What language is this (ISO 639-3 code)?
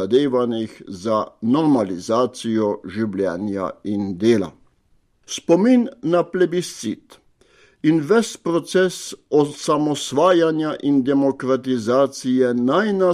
slv